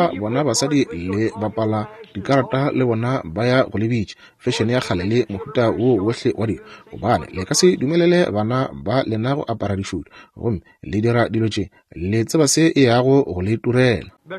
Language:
Northern Sotho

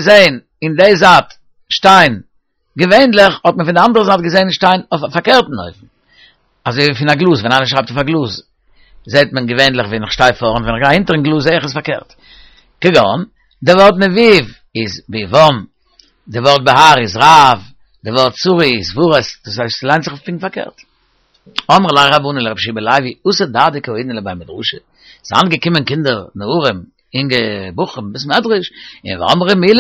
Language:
Yiddish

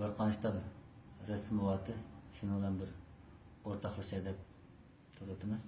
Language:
Uyghur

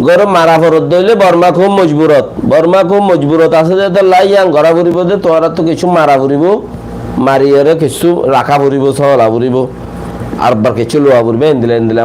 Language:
Rohingya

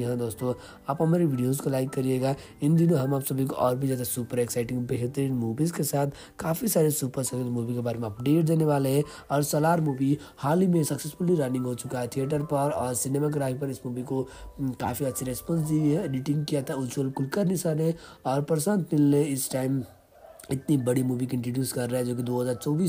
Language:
Hindi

